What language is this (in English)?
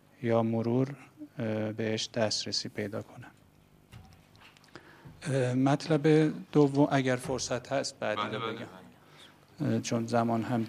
Persian